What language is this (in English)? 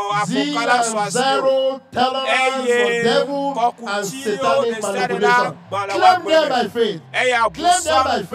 Ewe